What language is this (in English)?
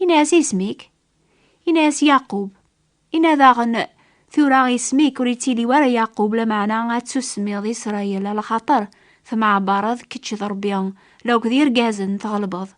Kabyle